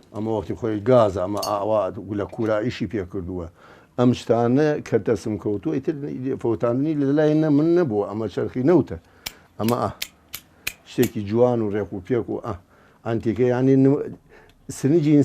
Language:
Central Kurdish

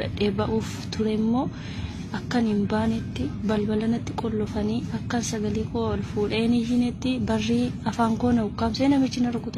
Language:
Oromo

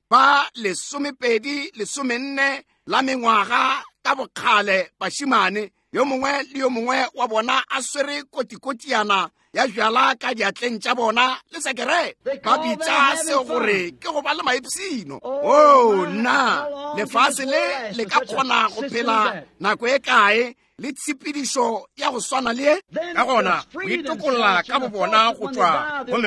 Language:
Northern Sotho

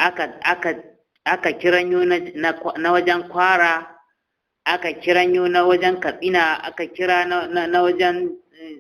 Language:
Hausa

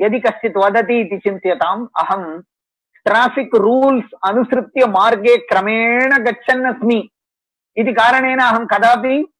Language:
Sanskrit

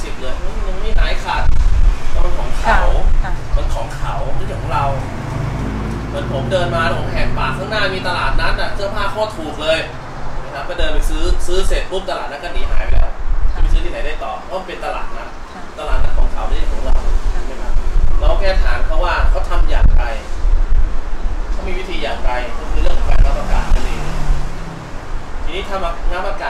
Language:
Thai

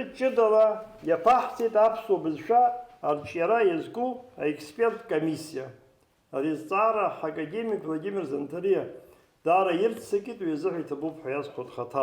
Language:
Abkhazian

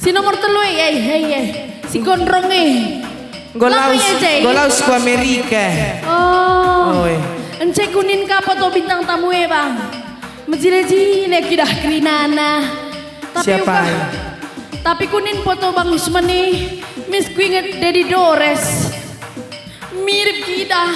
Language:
Batak Karo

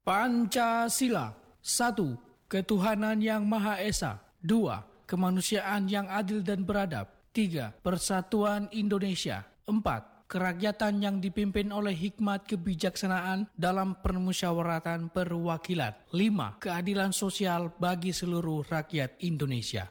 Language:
Indonesian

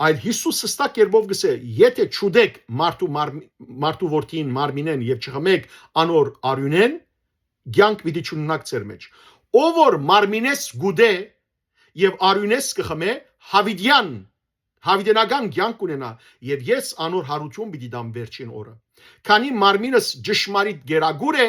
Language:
Western Armenian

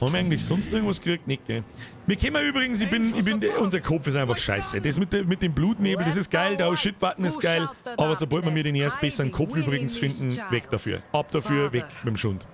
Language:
Bavarian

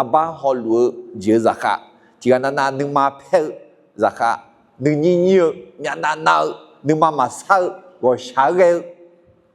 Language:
Akha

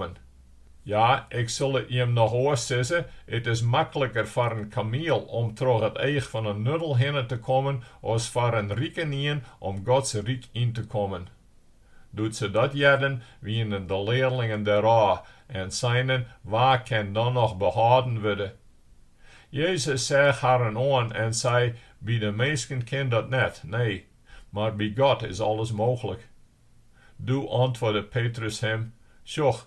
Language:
Western Frisian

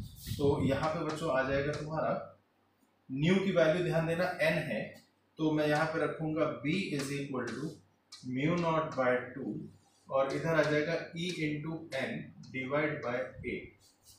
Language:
Hindi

